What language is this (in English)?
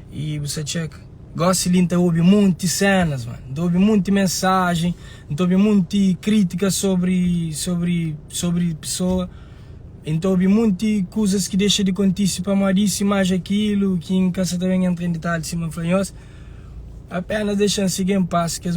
Kabuverdianu